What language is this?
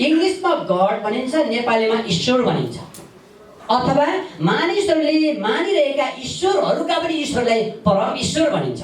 Nepali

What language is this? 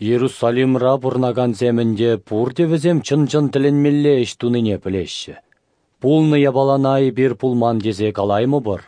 Chuvash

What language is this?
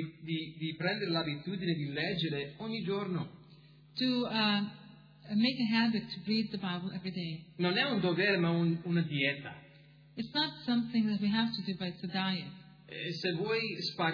Italian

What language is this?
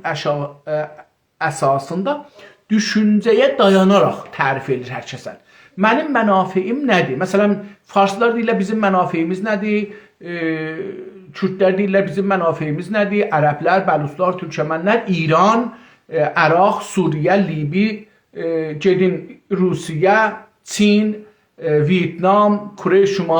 South Azerbaijani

